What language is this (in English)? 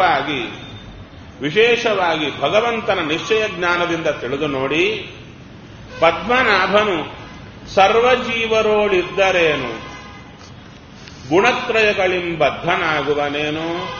Kannada